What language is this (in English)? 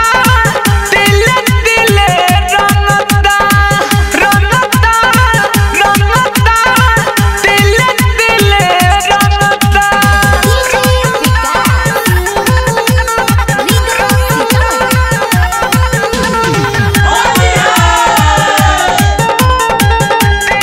Bhojpuri